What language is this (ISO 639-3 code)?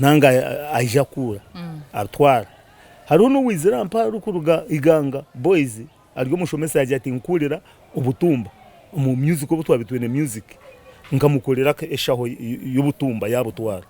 nyn